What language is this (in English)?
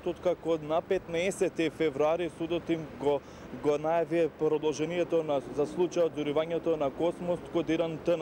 Macedonian